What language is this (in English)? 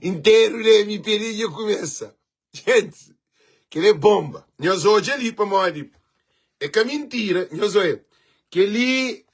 Kabuverdianu